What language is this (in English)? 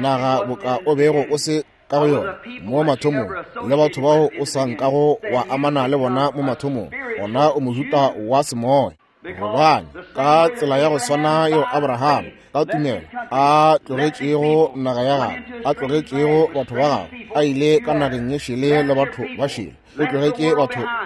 Northern Sotho